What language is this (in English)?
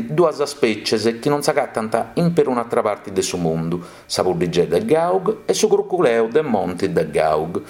Sardinian